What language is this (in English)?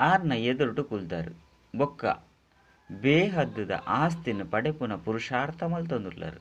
Tulu